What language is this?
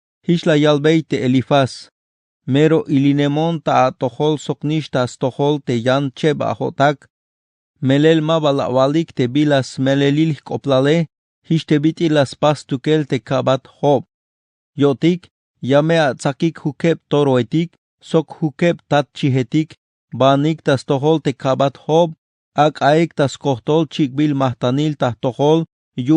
Tzeltal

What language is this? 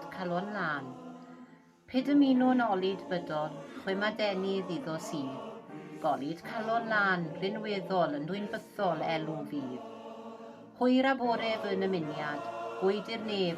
Welsh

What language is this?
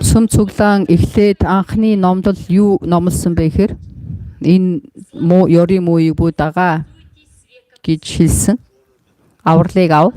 Mongolian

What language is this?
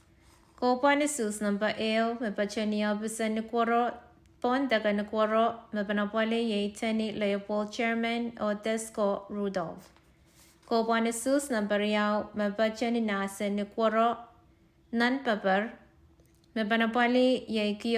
Pohnpeian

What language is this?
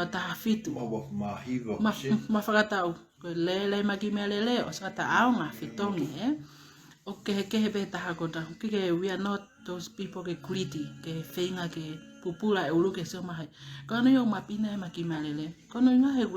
Tongan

